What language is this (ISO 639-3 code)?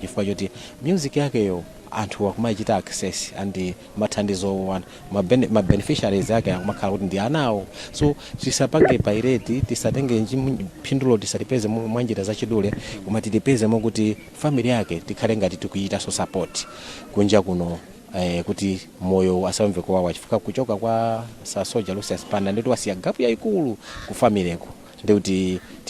nya